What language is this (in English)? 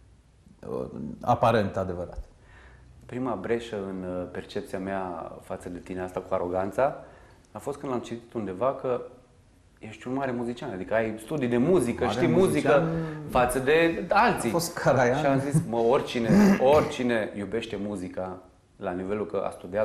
Romanian